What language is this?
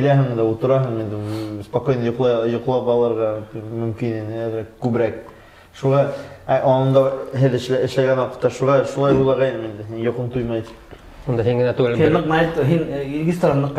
Bashkir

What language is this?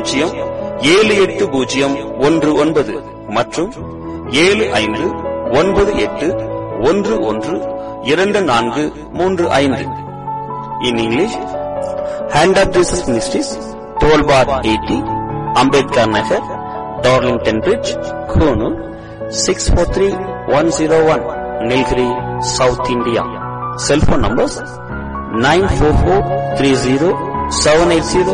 Tamil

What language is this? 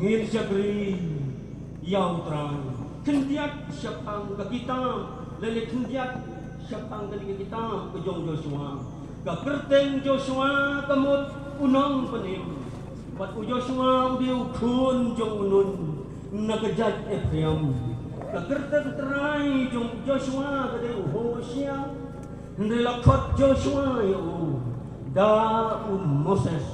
Khasi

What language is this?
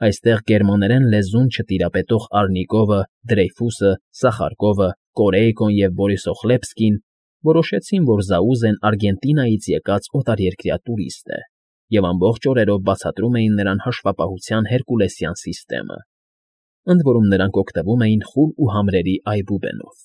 Armenian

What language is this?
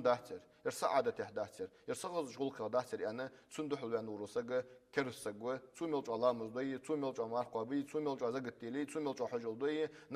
Ingush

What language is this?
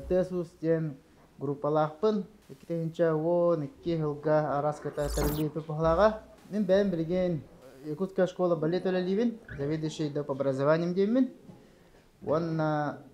Yakut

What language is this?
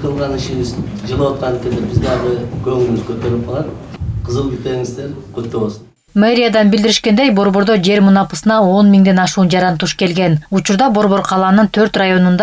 Kyrgyz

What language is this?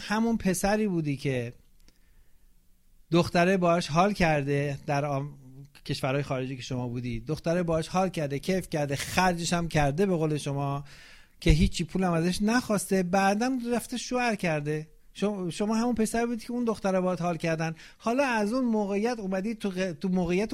Persian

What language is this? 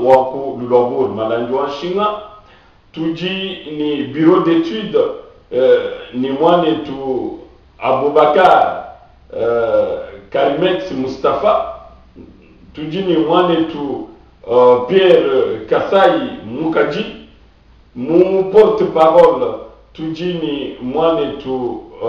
Luba-Lulua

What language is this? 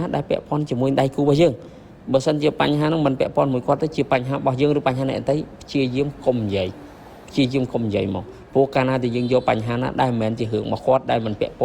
Khmer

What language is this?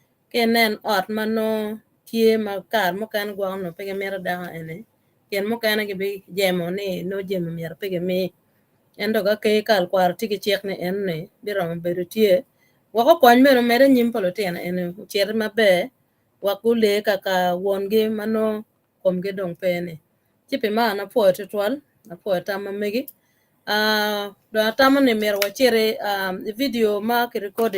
Acoli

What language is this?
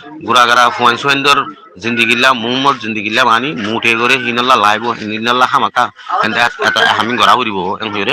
Rohingya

